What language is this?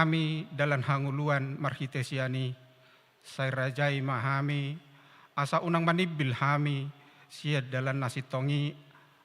Batak Toba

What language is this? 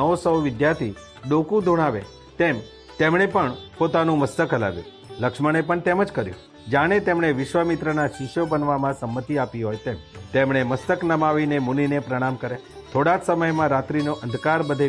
Gujarati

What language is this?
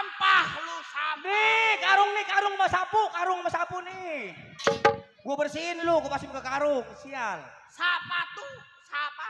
Betawi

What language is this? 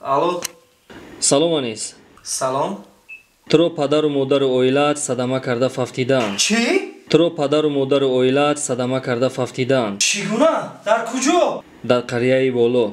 Tajik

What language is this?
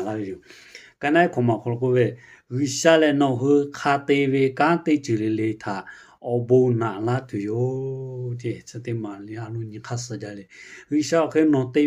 Lahu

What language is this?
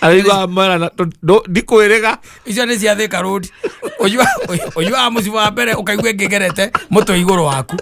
Kikuyu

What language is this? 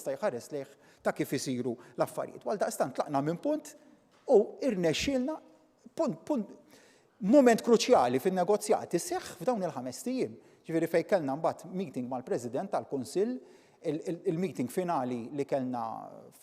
Maltese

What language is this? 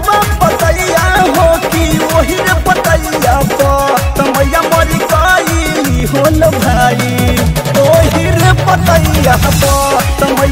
Bhojpuri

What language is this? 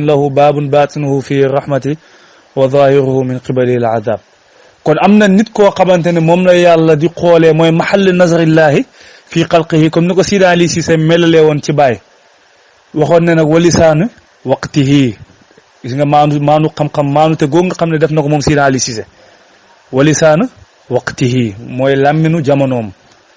Wolof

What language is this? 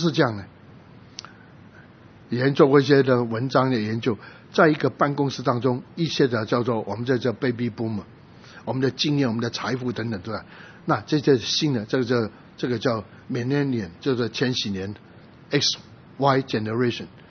Chinese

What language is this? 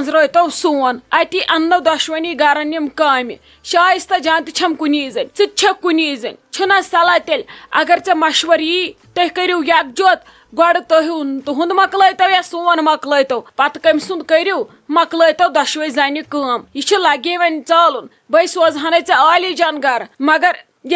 Kashmiri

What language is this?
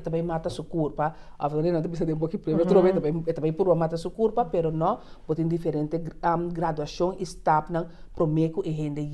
Papiamento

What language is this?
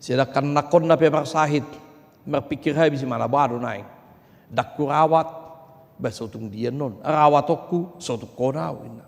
Batak Toba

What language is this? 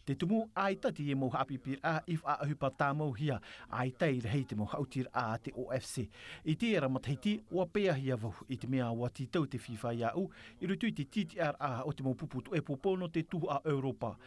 Tahitian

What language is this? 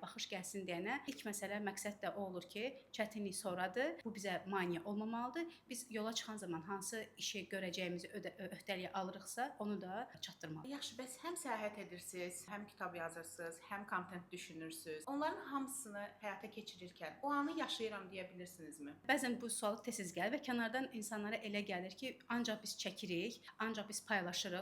Azerbaijani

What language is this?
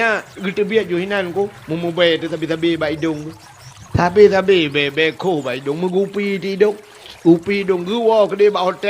Achinese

